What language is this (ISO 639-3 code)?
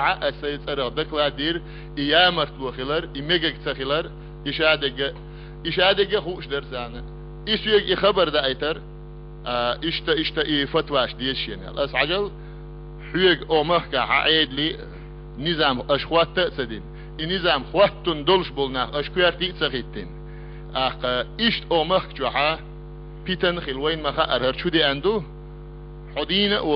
che